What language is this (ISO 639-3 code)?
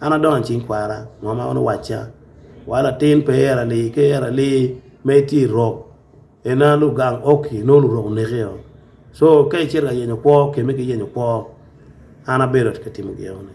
ach